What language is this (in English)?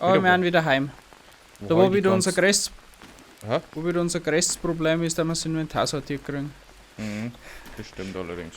Bavarian